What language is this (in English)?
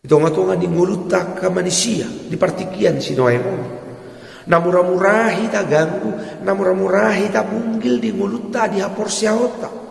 Batak Toba